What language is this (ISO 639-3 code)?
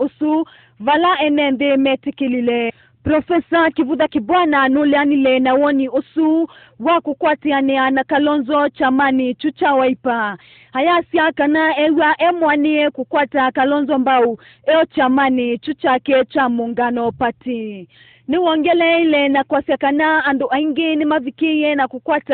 kam